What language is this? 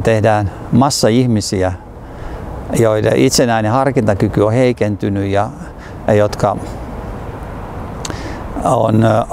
Finnish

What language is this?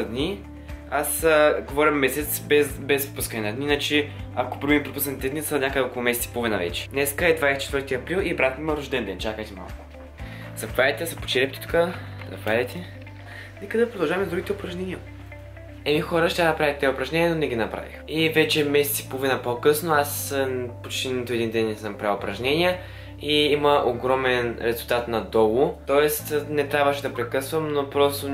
Bulgarian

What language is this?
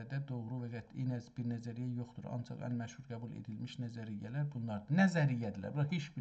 South Azerbaijani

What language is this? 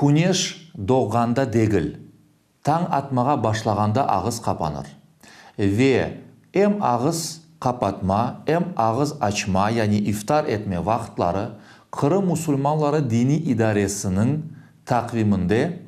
Crimean Tatar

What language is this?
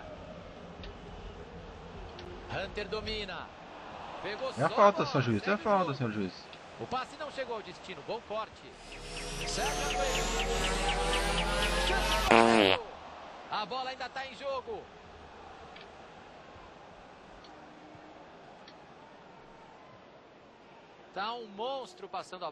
Portuguese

